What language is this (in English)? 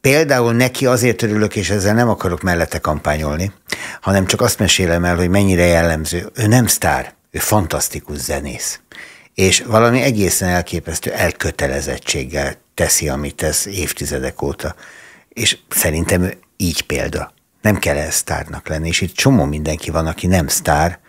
Hungarian